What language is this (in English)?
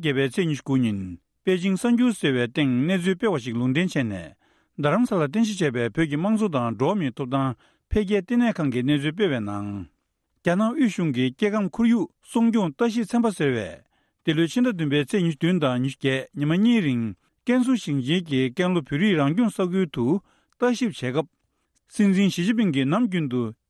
Tibetan